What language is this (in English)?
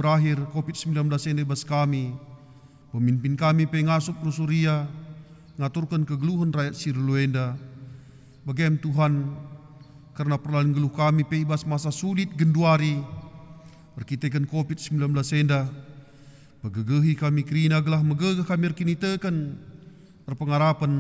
Batak Karo